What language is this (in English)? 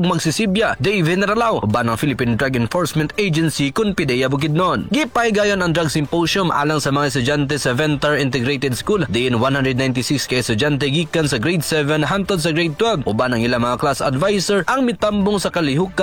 Cebuano